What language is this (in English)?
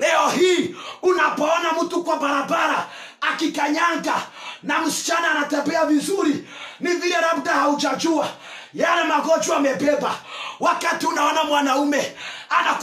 Swahili